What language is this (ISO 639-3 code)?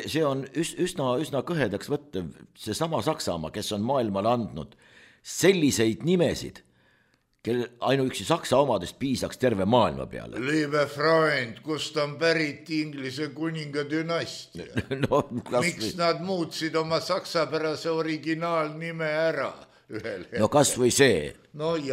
est